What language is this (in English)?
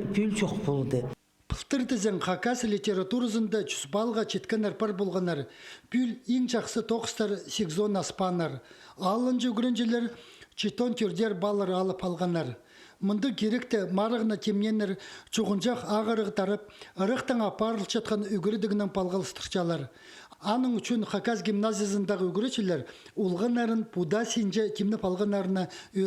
Khakas